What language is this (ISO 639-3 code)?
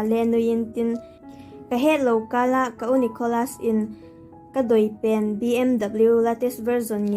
vap